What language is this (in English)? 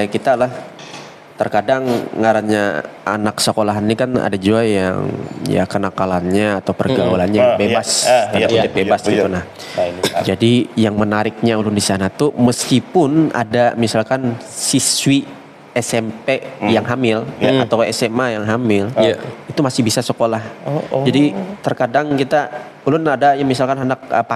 Banjar